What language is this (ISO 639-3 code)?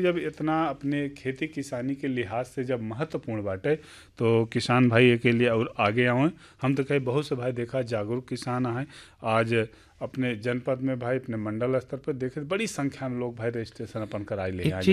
bho